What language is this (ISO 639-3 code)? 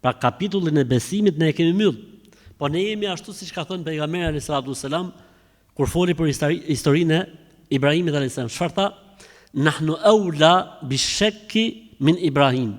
sqi